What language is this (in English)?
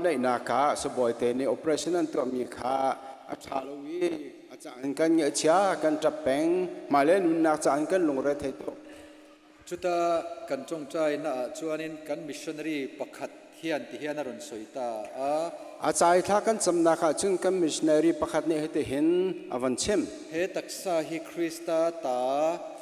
Hakha Chin